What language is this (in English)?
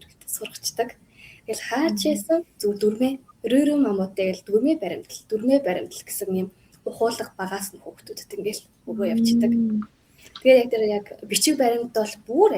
Mongolian